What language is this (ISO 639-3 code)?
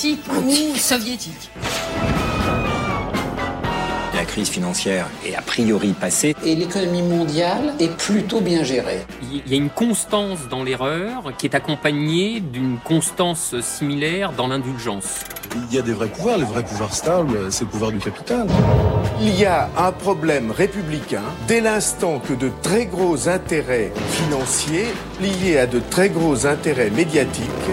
fra